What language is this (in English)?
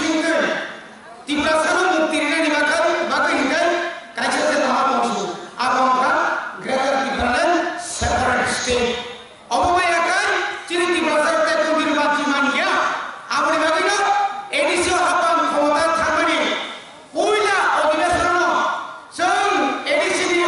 Kok Borok